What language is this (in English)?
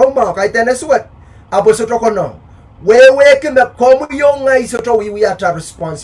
Pohnpeian